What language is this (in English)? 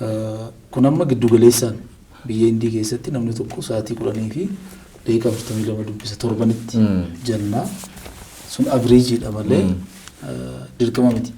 Oromo